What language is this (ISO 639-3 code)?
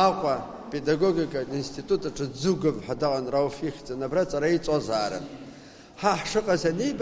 abk